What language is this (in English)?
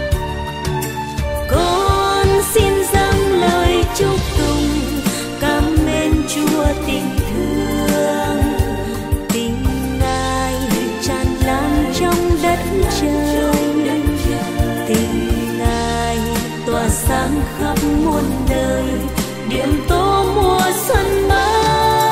Vietnamese